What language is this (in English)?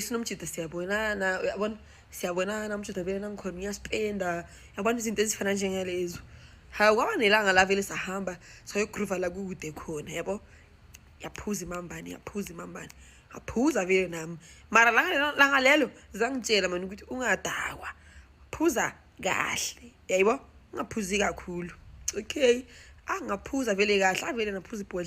Zulu